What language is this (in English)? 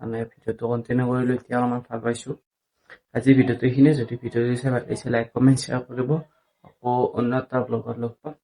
Assamese